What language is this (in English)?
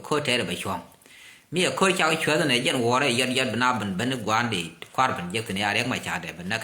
Nuer